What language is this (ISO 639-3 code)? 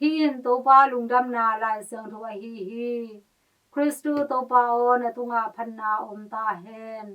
ctd